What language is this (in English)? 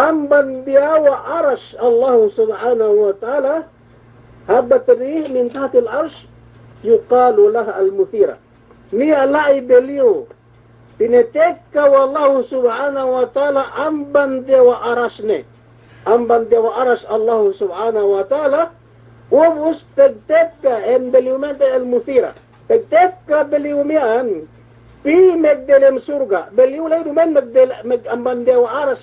Yakan